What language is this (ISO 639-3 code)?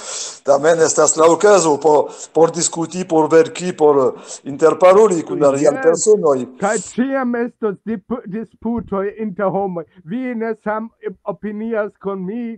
epo